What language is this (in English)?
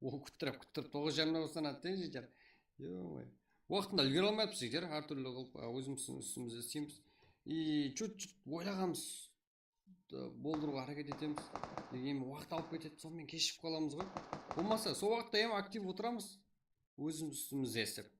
Kara-Kalpak